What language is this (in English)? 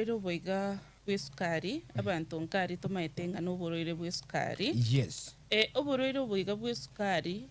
Gusii